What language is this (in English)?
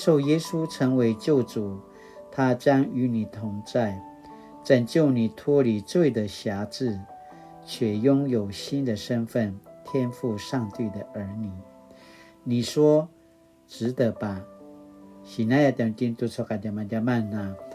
Paiwan